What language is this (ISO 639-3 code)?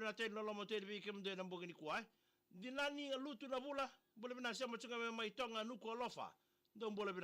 fij